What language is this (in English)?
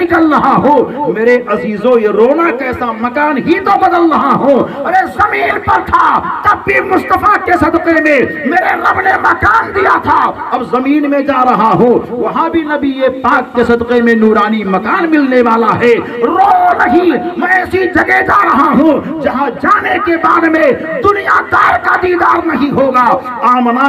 Urdu